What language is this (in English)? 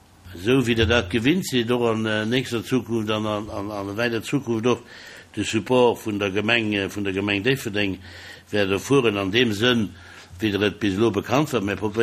Luxembourgish